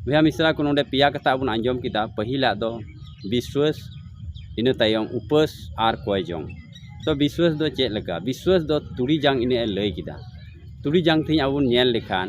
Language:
Santali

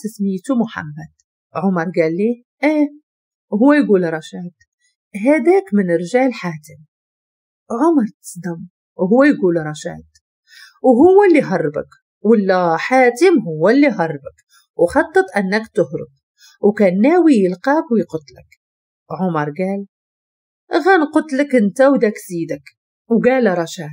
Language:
Moroccan Arabic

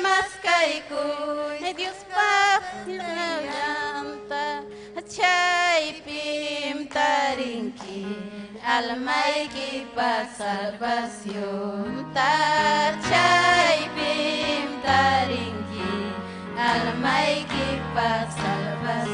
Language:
Ayacucho Quechua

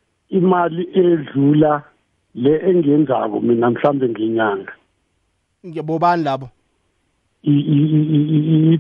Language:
South Ndebele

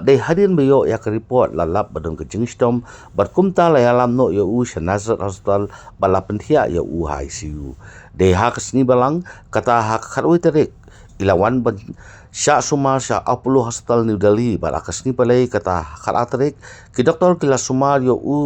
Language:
Khasi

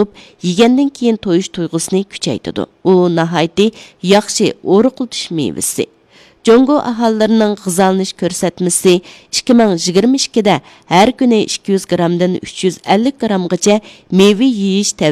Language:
Uyghur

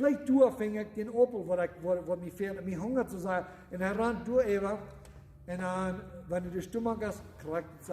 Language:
Plautdietsch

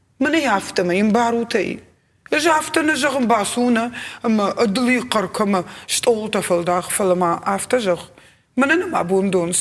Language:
Ossetic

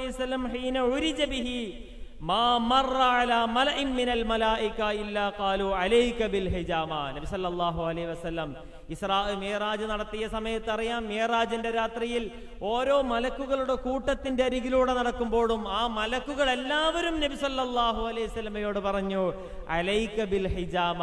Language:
Malayalam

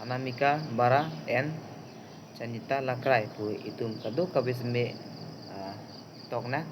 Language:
Karbi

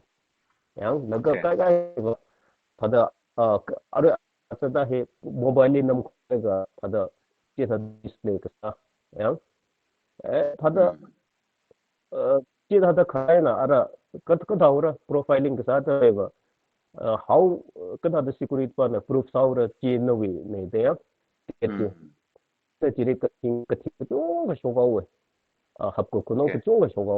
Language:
Tangkhul Naga (India)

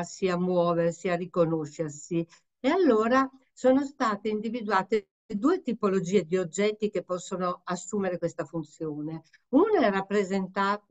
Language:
Italian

